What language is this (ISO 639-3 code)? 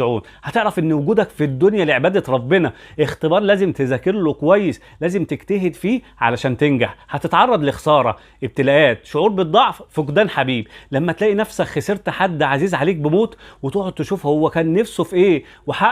arz